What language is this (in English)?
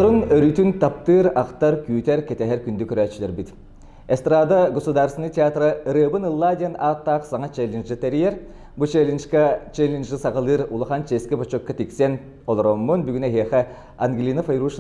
Yakut